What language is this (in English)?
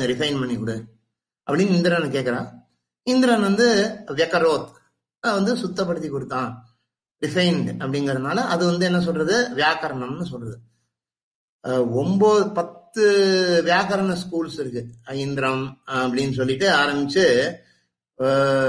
Tamil